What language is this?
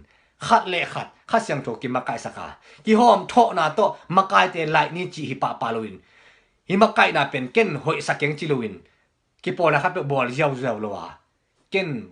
Tedim Chin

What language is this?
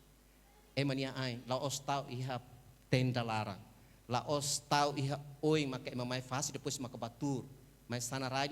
Tetum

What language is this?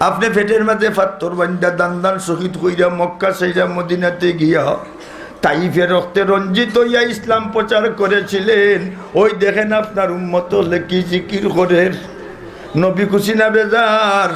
Sylheti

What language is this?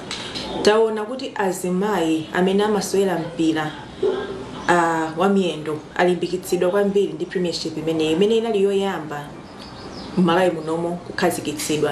Nyanja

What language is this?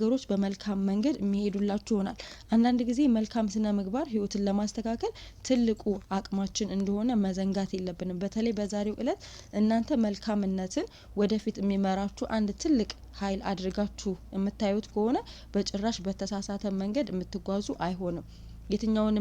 Amharic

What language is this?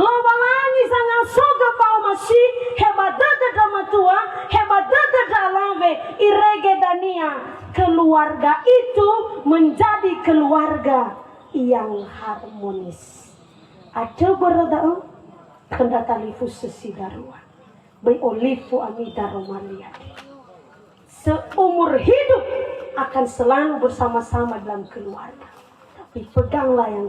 Nias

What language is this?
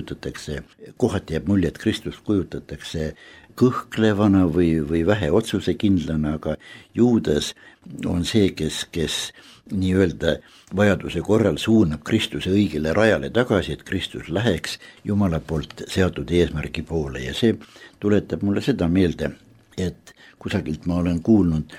Estonian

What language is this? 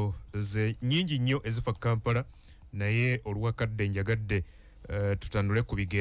Ganda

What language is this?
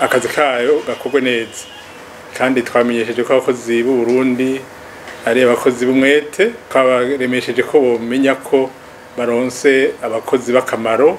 Rundi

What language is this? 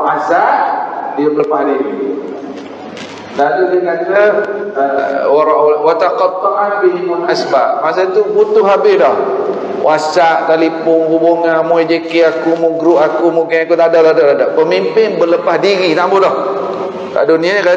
Malay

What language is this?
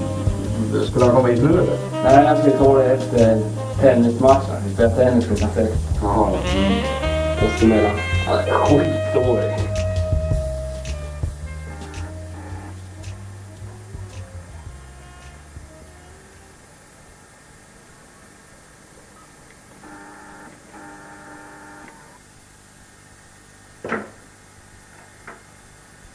Swedish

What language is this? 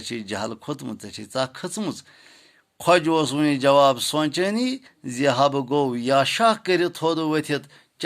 Kashmiri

